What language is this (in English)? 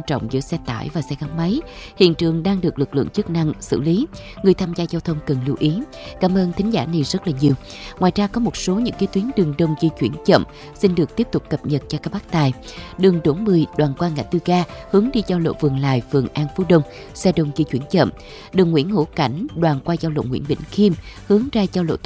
Vietnamese